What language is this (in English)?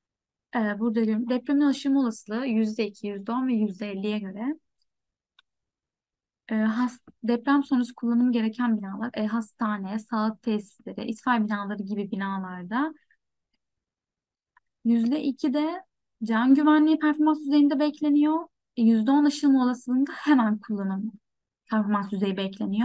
Turkish